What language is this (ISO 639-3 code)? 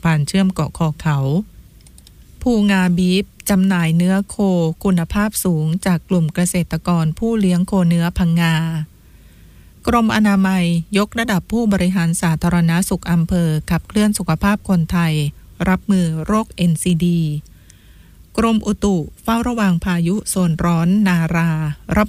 tha